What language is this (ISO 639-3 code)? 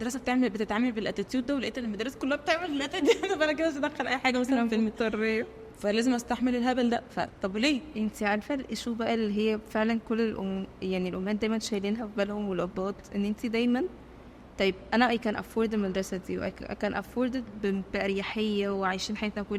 arz